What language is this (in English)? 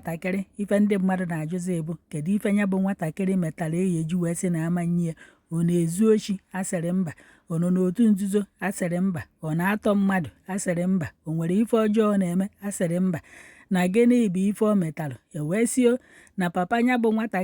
Igbo